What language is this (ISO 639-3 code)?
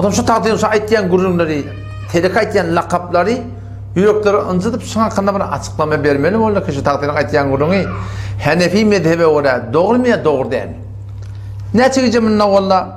tuk